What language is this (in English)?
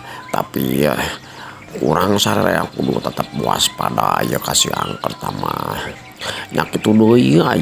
Sundanese